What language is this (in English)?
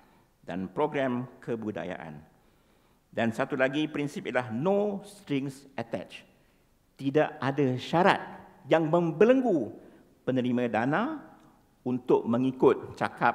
Malay